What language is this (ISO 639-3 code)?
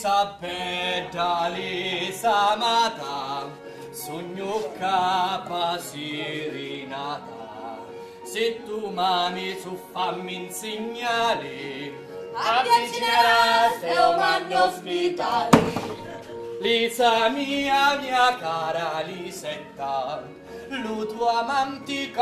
scn